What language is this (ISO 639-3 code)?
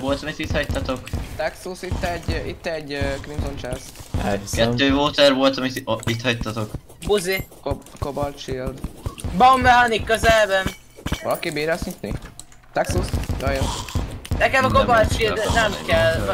hun